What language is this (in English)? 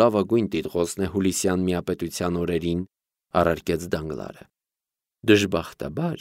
Armenian